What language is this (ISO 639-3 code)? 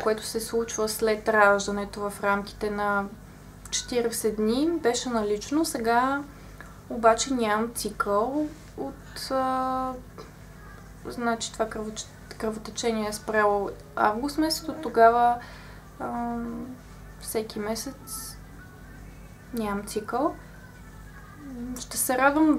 bul